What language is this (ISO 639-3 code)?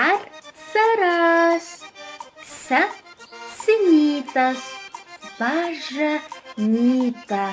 kbd